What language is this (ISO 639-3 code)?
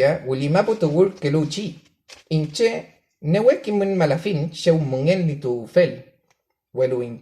arn